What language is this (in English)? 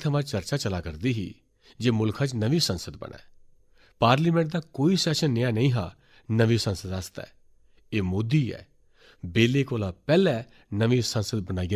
Dogri